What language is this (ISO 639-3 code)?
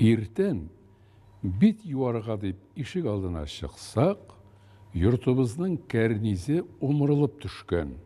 tat